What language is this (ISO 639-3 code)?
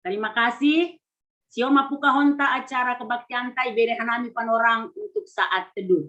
bts